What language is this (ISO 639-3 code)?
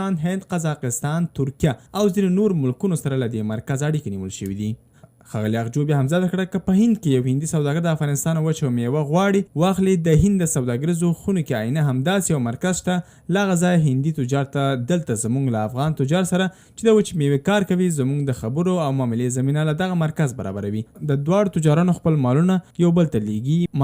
pus